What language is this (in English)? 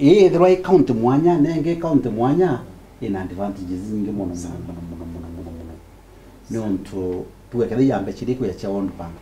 Meru